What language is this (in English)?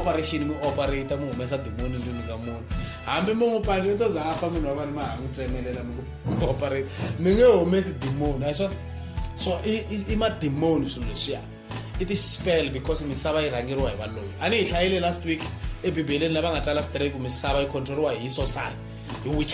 Tsonga